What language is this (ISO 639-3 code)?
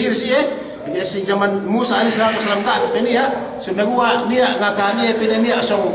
yka